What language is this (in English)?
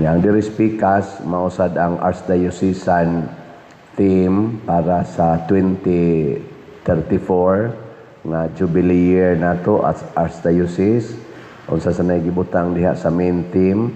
Cebuano